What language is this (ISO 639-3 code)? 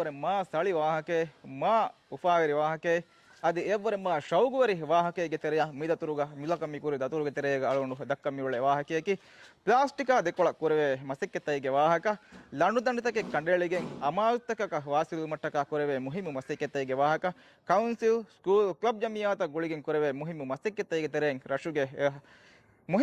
div